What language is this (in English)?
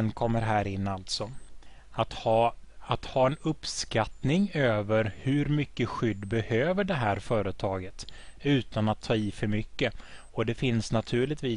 Swedish